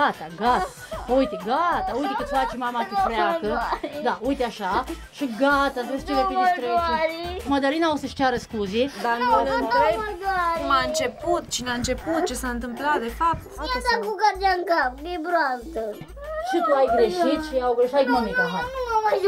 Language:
Romanian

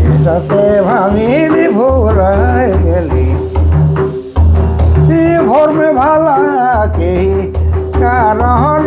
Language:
Sadri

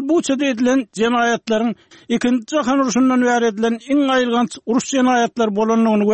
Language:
Turkmen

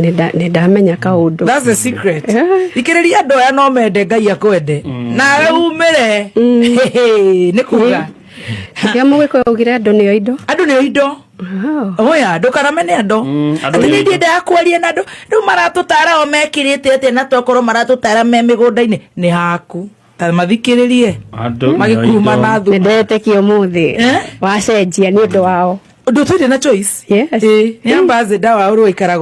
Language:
Kikuyu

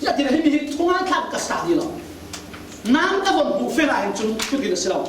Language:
Falam Chin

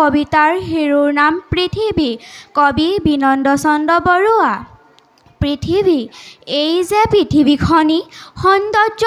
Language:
Assamese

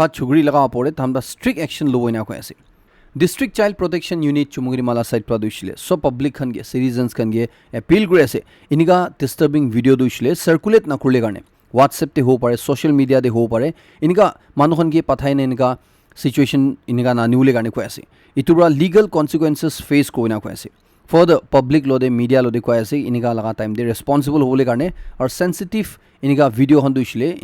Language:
Naga Pidgin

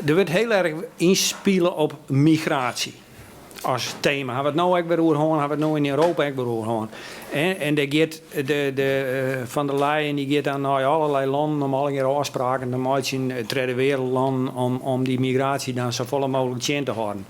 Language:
Western Frisian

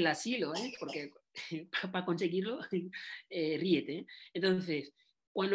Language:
Spanish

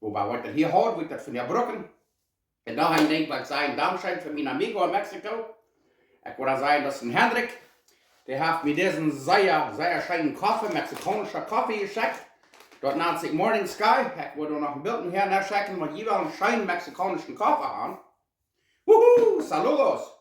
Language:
Plautdietsch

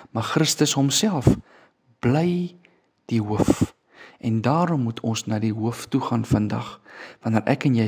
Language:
Afrikaans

